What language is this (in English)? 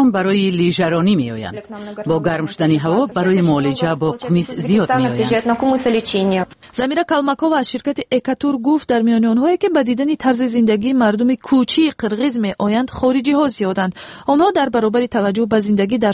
Tajik